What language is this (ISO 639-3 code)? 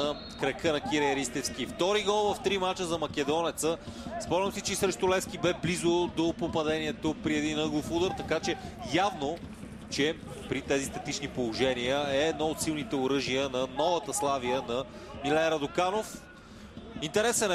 bul